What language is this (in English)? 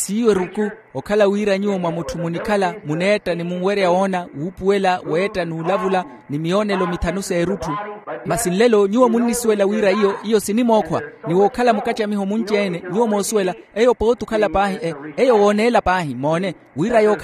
Makhuwa